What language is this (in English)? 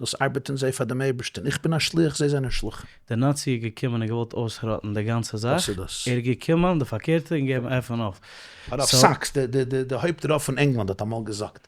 Yiddish